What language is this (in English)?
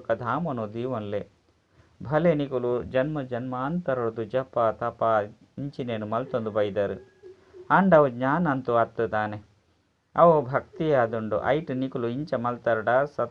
Tulu